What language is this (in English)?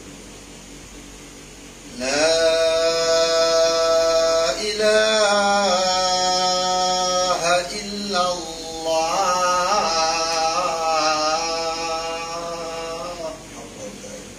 Malay